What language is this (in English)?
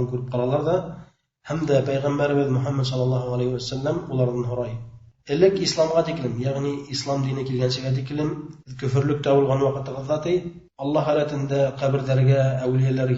Bashkir